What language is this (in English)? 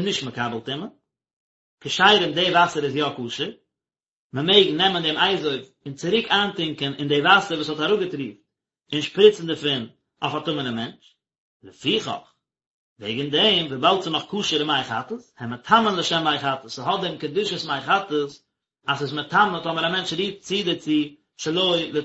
Yiddish